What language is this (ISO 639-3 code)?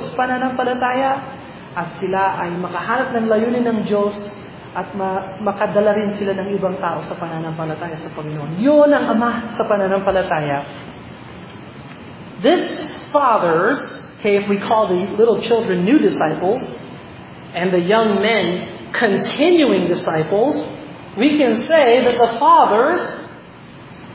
fil